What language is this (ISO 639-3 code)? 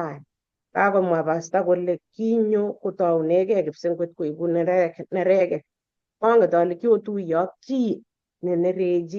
kln